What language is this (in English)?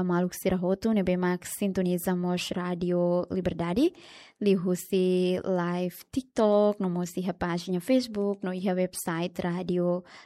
Tetum